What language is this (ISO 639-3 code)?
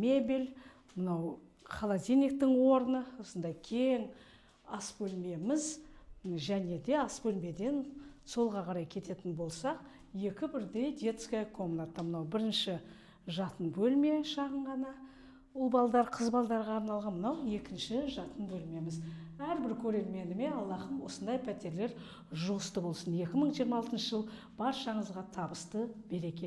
kaz